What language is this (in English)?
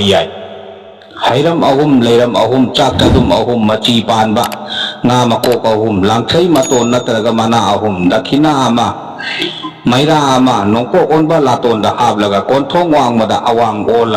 Manipuri